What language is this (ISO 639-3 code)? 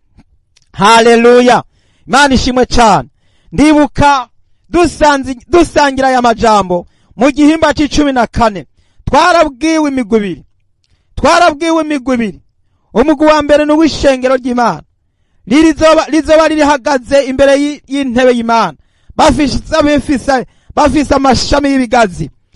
run